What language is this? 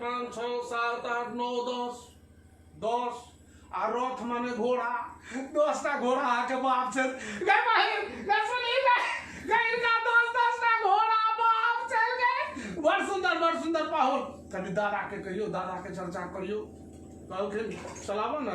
Maithili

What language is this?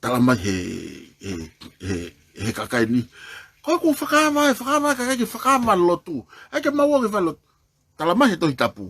Tongan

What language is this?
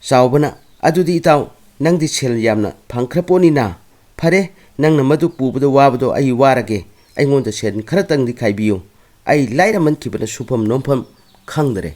Manipuri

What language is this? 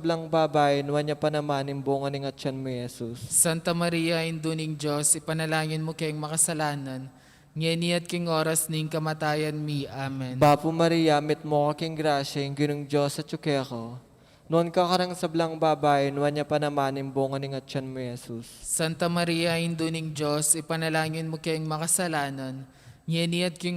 Pampanga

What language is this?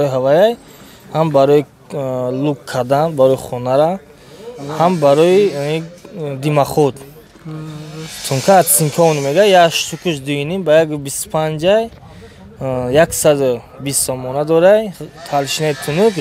Tajik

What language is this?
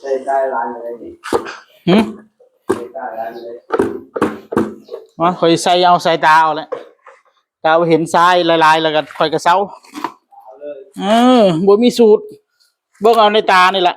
Northeastern Thai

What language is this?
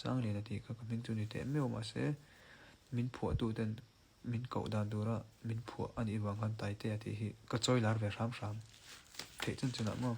Mizo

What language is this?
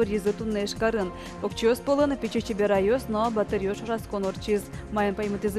Udmurt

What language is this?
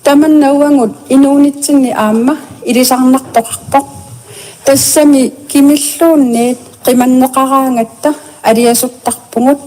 Kalaallisut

